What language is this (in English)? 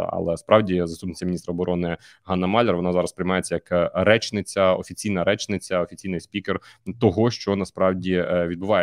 Ukrainian